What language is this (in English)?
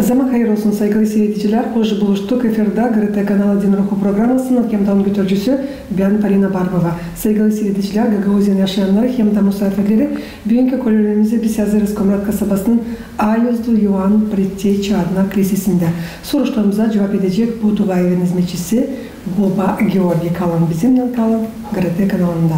Gagauz